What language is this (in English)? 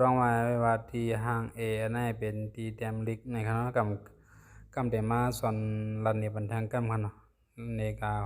Shan